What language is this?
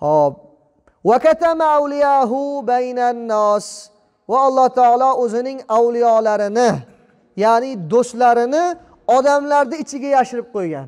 Uzbek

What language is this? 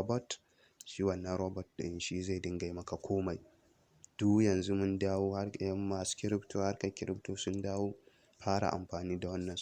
Hausa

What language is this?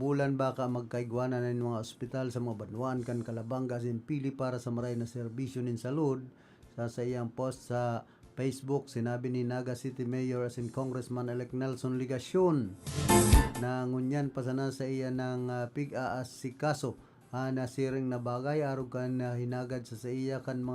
Bikol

